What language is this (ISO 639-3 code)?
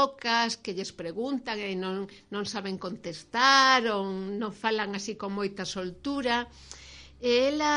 glg